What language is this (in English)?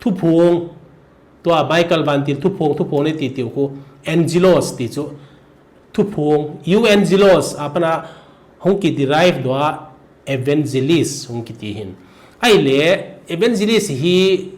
Thado Chin